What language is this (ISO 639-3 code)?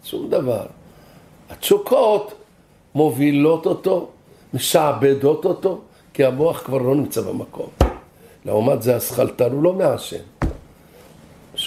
heb